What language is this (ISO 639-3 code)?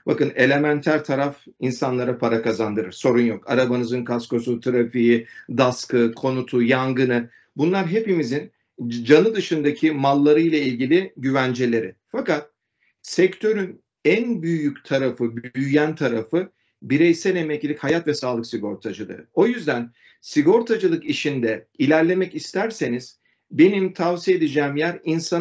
tur